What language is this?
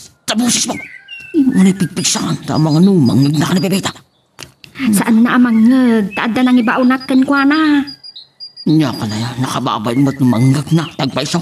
Iloko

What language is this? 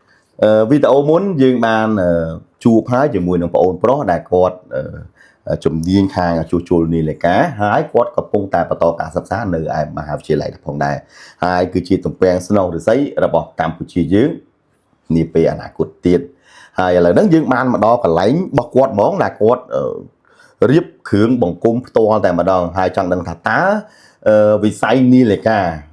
Khmer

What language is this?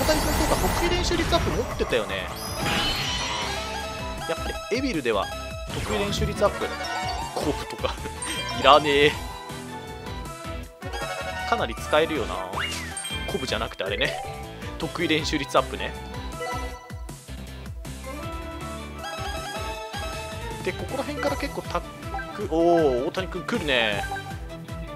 Japanese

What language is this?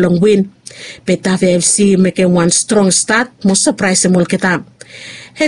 Bislama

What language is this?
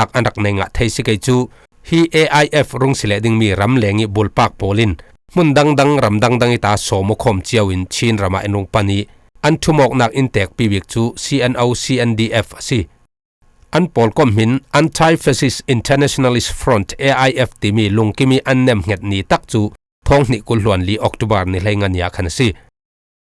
Falam Chin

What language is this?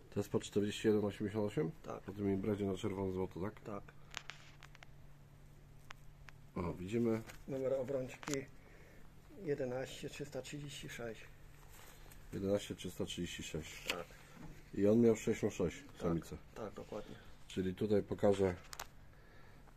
Polish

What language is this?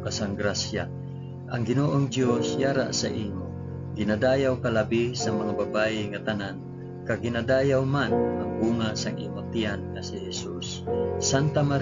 Hiligaynon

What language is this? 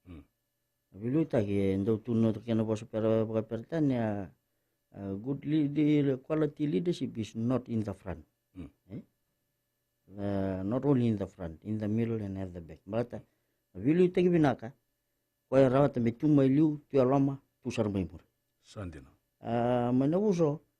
Fijian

